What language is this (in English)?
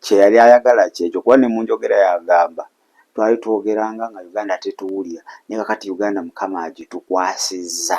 Ganda